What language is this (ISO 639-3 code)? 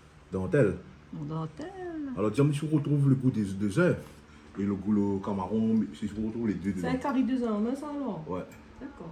rcf